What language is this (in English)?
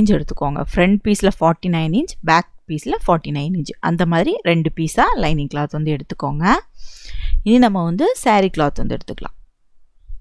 Tamil